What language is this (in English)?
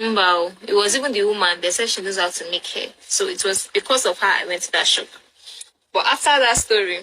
Nigerian Pidgin